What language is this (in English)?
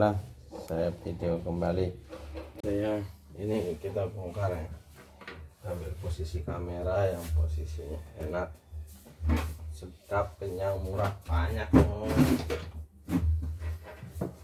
Indonesian